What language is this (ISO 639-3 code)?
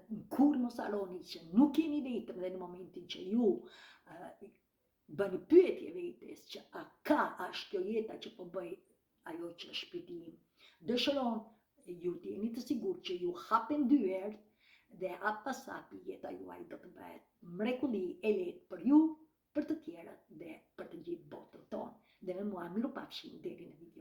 sqi